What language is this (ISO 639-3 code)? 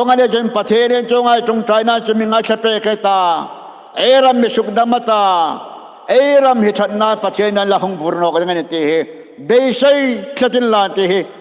hmr